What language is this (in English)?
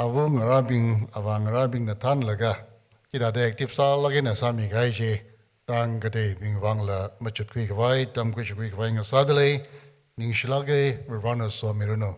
Tangkhul Naga (India)